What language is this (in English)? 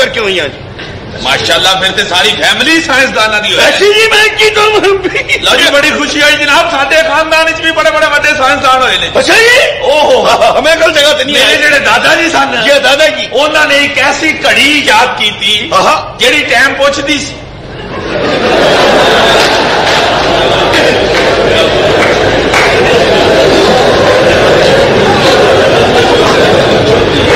Punjabi